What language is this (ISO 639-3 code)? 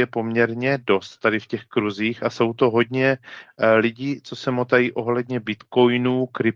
ces